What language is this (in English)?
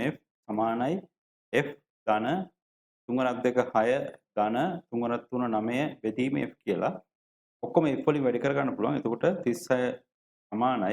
Sinhala